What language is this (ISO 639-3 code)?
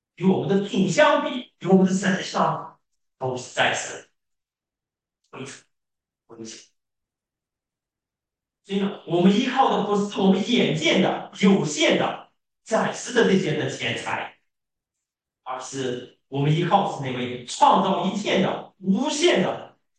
zho